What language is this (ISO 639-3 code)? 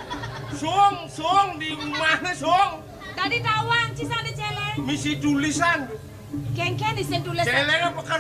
ban